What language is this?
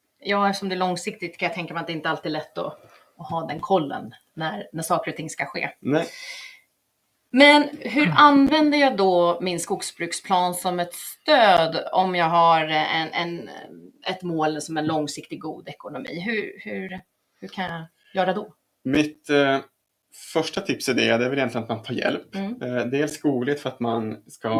Swedish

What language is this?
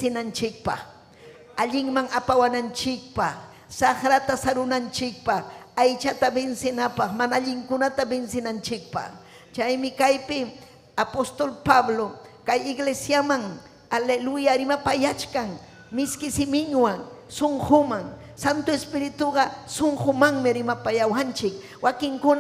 Ayacucho Quechua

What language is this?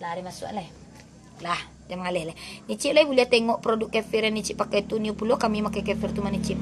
Minangkabau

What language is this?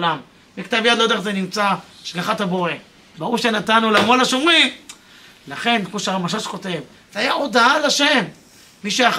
Hebrew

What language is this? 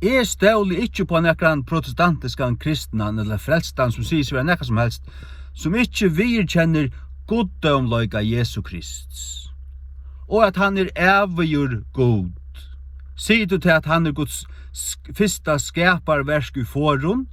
Faroese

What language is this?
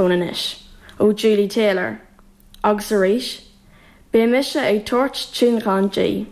Irish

